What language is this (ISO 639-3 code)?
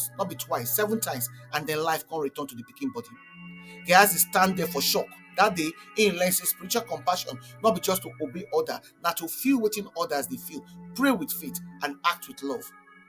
pcm